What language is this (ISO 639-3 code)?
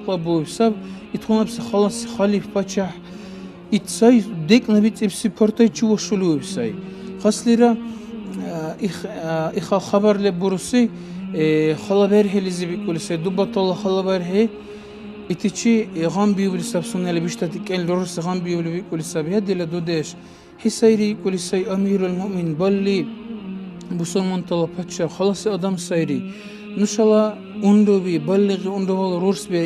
dar